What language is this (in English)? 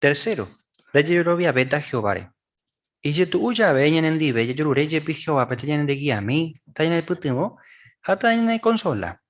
Guarani